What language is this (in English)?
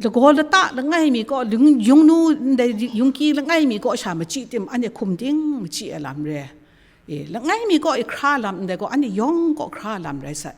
Kachin